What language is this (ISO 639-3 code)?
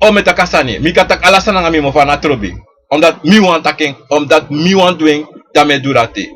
srn